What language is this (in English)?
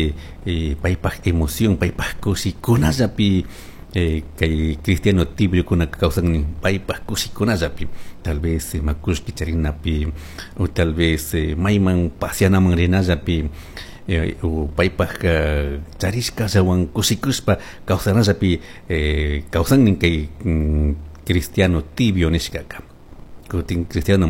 Chimborazo Highland Quichua